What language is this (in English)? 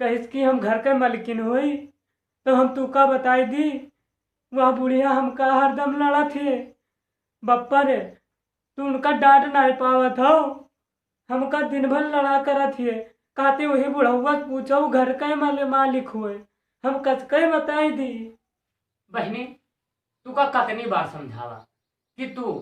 Awadhi